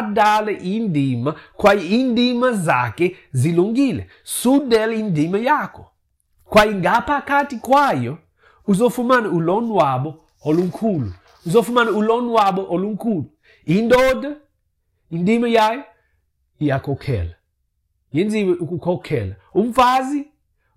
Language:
Xhosa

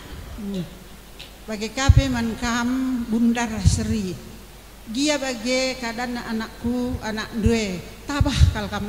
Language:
Batak Karo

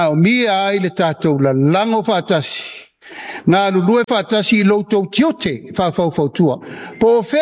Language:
Samoan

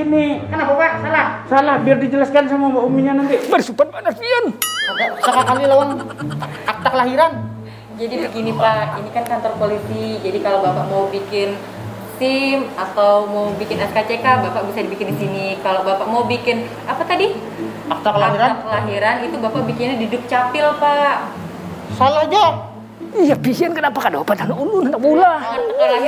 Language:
Banjar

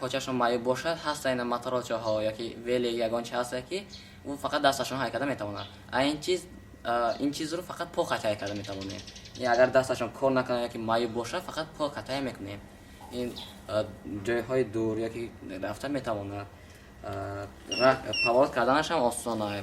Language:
Tajik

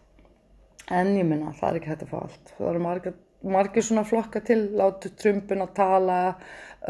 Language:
Icelandic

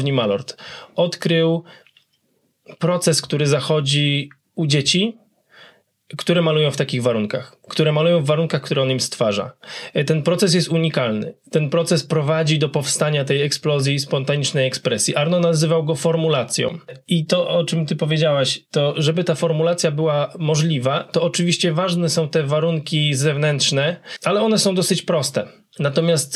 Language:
Polish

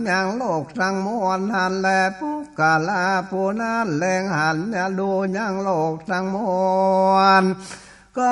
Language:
Northern Thai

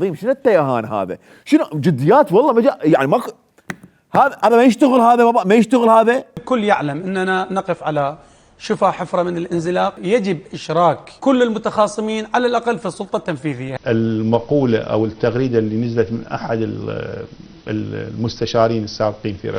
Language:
Mesopotamian Arabic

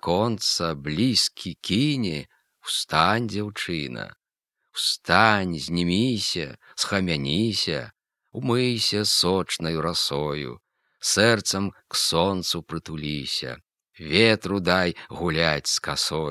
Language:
Belarusian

